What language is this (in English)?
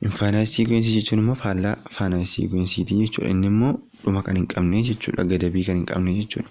Oromo